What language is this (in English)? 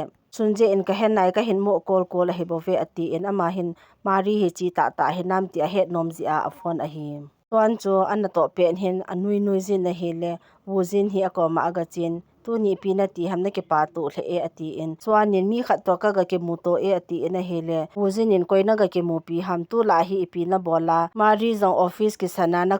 Thado Chin